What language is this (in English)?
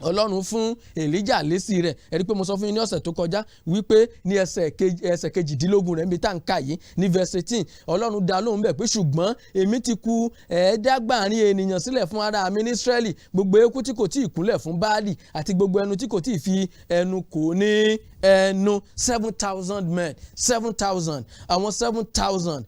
Yoruba